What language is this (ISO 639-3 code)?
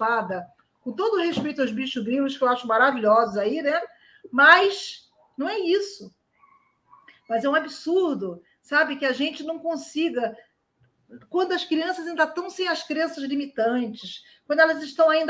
por